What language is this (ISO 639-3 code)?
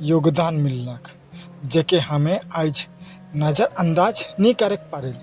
sck